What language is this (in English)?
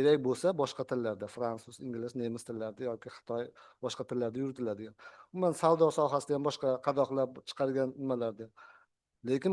Uzbek